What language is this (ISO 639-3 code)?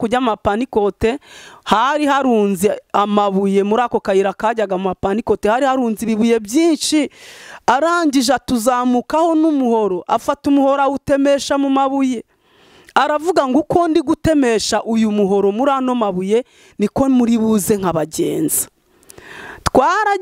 kin